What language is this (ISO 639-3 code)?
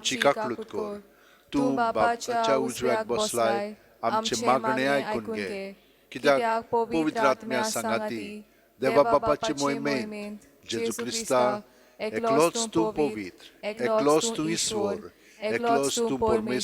kok